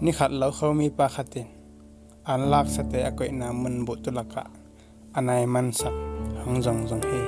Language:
Tedim Chin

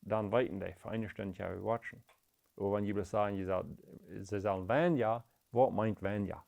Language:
Plautdietsch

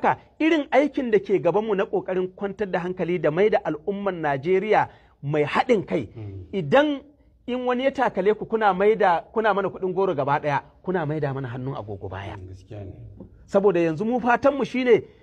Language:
Hausa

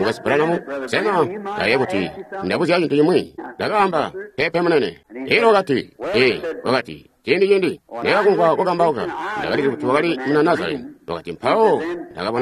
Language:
Tonga (Zambia)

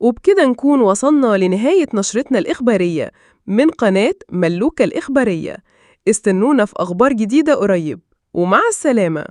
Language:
Egyptian Arabic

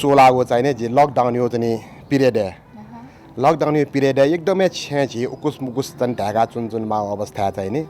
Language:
Newari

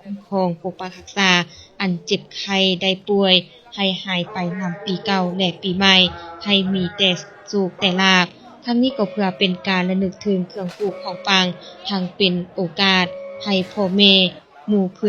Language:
Lao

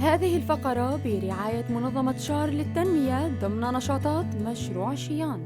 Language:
North Levantine Arabic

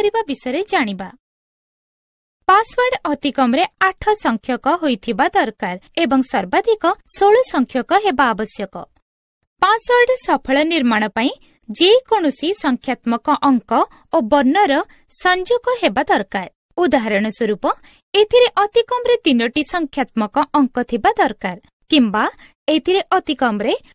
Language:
Odia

